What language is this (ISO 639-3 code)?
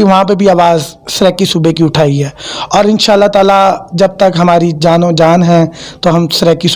skr